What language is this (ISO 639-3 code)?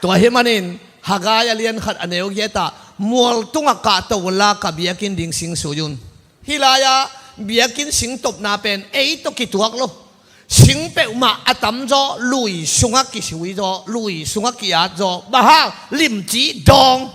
ctd